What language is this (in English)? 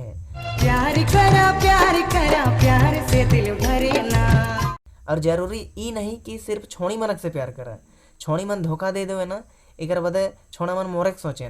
Sadri